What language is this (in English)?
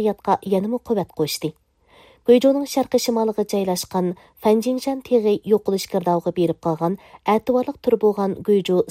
Uyghur